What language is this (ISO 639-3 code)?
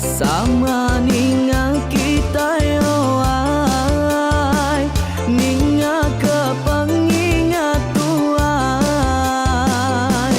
iba